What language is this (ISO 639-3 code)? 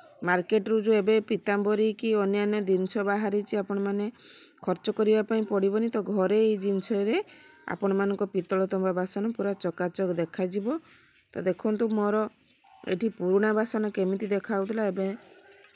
ori